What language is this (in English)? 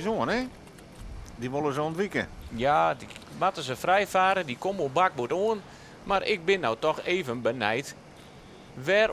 Western Frisian